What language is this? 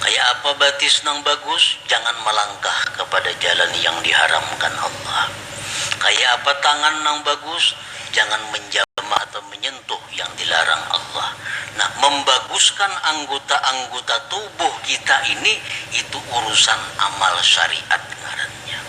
Banjar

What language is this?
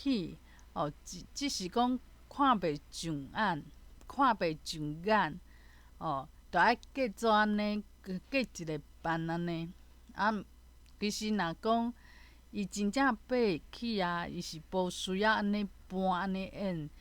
Min Nan Chinese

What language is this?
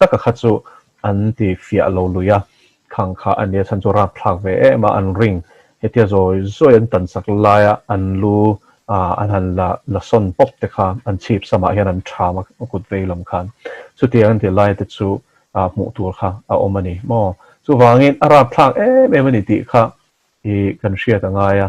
Mizo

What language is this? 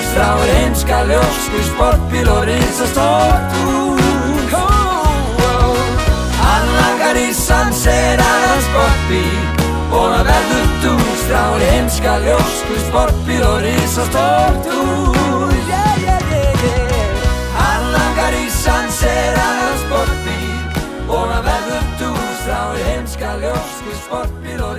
Icelandic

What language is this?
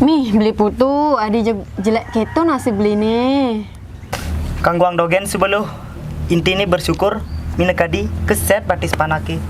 Balinese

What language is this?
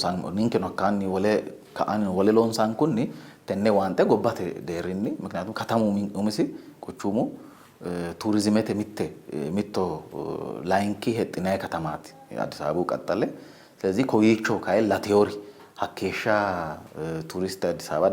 Sidamo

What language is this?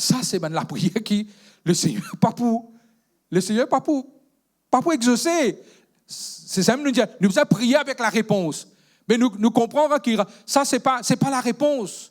Morisyen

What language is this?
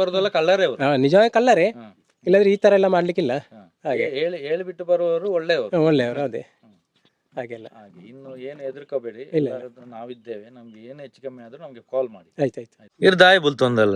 Tulu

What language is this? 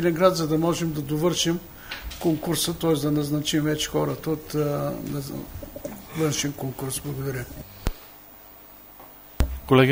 Bulgarian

